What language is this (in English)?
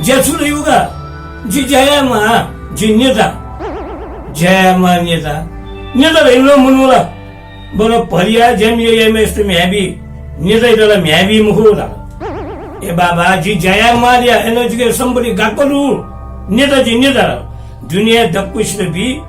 Newari